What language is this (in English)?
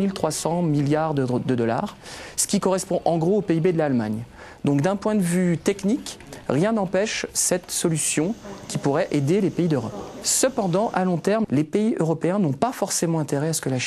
French